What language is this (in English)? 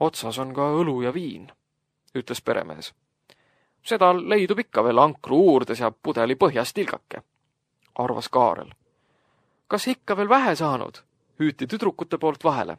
Estonian